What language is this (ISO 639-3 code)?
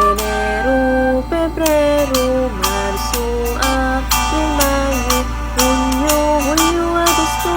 pam